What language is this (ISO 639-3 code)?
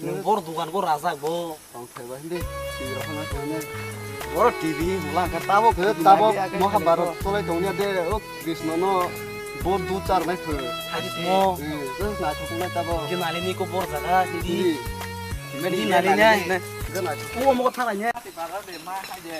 trp